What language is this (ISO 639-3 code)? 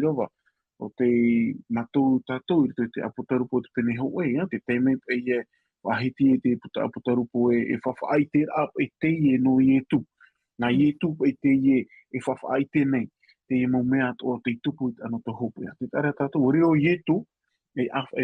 tah